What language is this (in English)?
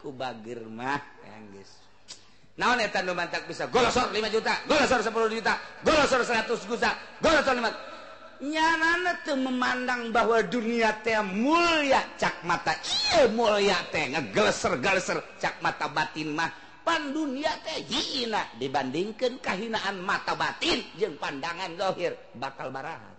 Sundanese